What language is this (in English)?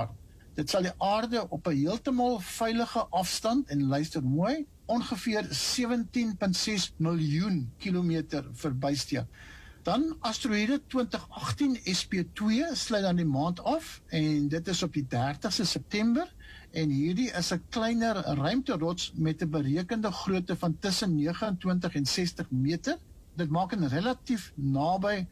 Afrikaans